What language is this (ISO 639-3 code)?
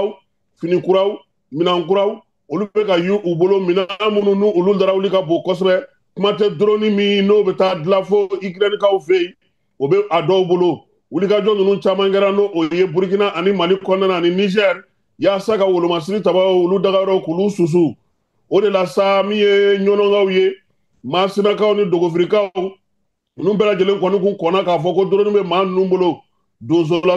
bam